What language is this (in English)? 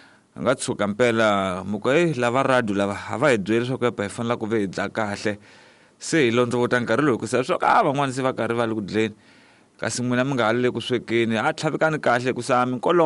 Tsonga